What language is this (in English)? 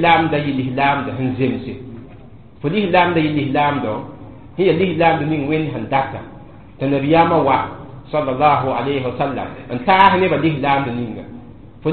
Mossi